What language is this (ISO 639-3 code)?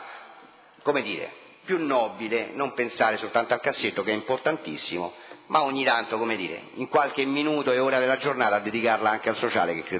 ita